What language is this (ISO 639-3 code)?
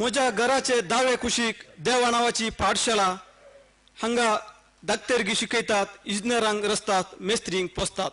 kok